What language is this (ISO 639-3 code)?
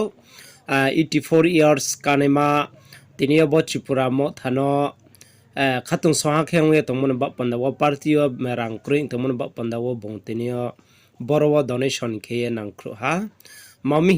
ria